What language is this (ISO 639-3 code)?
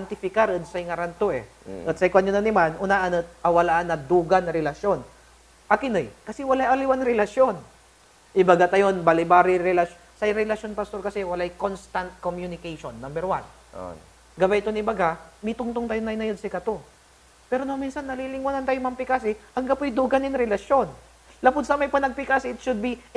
pag